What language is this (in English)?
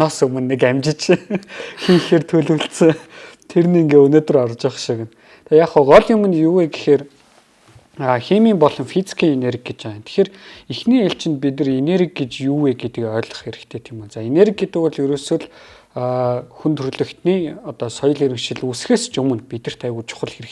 Mongolian